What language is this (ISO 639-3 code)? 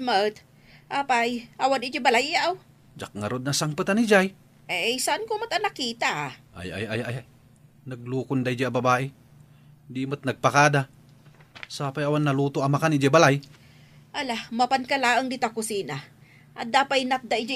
ilo